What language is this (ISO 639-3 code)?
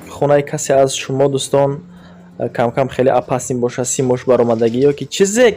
tgk